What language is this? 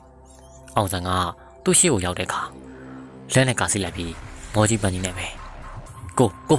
Burmese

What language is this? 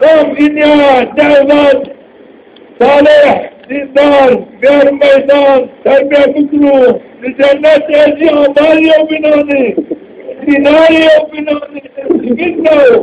Zaza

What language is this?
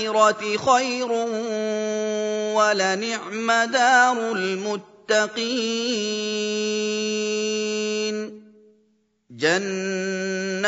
Arabic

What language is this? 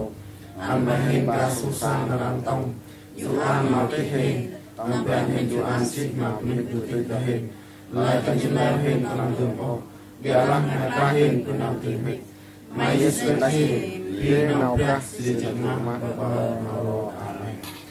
Central Mnong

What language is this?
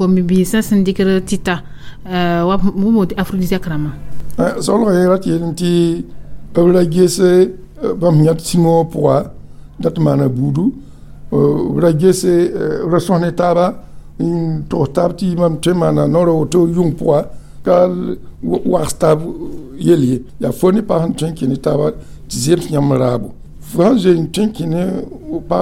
Mossi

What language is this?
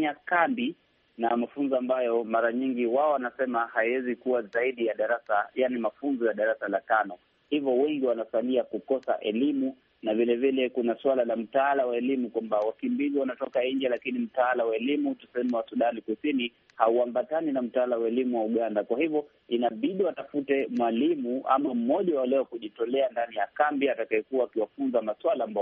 Swahili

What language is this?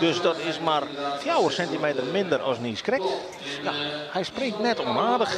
Western Frisian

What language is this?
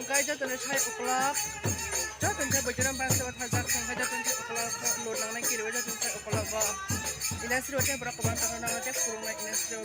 Kok Borok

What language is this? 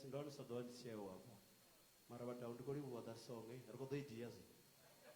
Venda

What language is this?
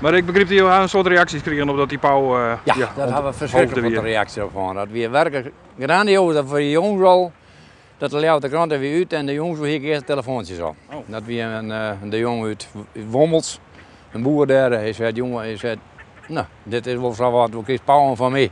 Western Frisian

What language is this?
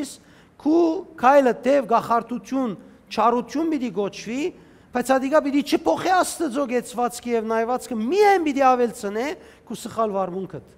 Western Armenian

